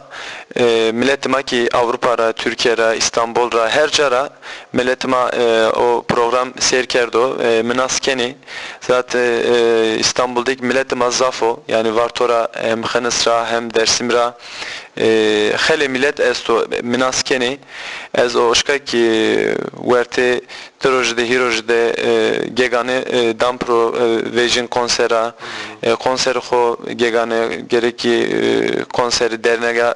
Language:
Zaza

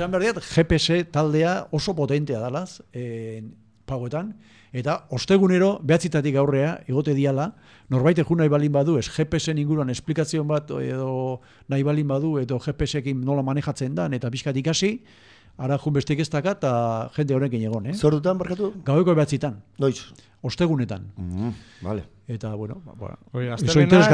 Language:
Basque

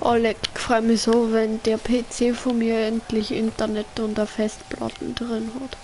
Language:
Bavarian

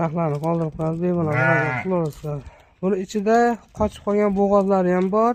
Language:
Uzbek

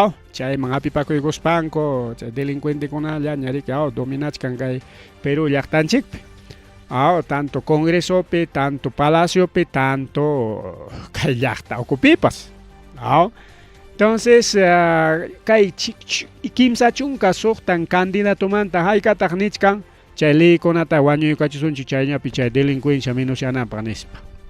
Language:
Ayacucho Quechua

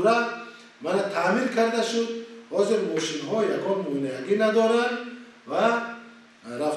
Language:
Tajik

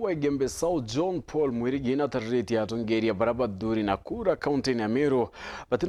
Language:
Meru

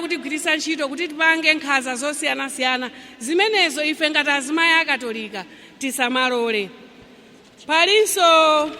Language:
Nyanja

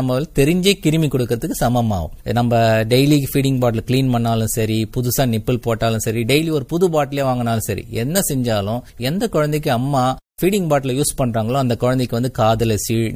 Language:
Tamil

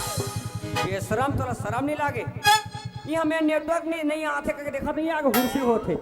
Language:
Chhattisgarhi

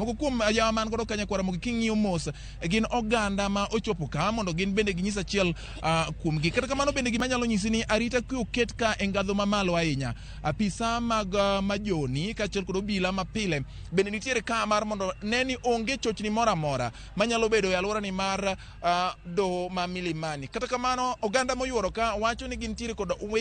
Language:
Luo (Kenya and Tanzania)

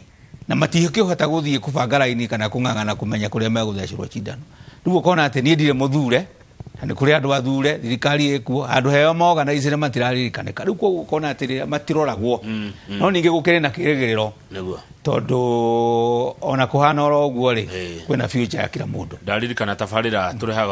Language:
Kikuyu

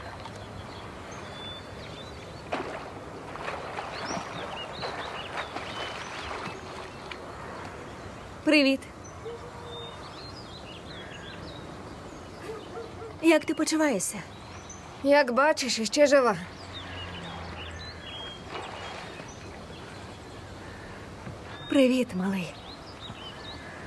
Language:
Ukrainian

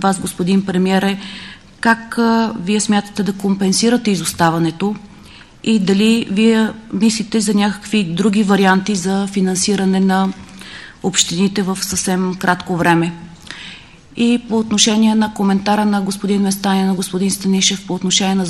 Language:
Bulgarian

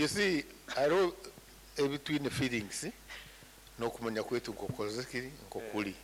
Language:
Nyankole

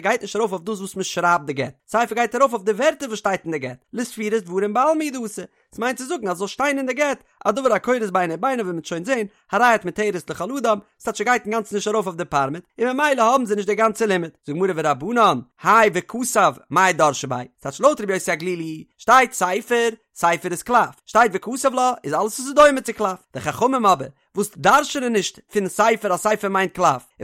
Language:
Yiddish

